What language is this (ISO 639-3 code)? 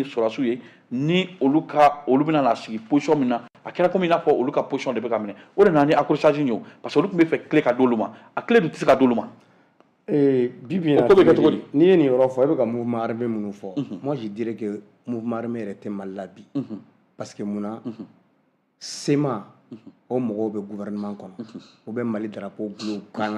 bam